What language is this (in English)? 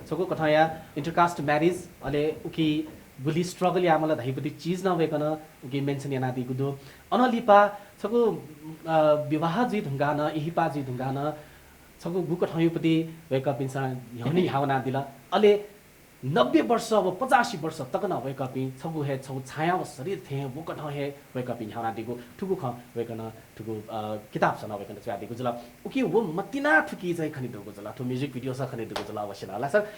Newari